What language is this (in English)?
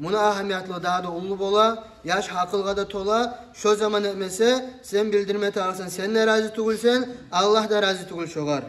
Kumyk